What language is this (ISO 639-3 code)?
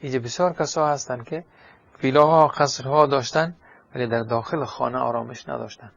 fas